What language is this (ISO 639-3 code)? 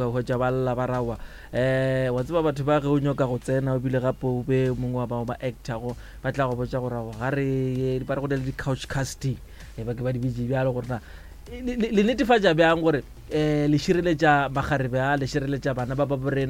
nso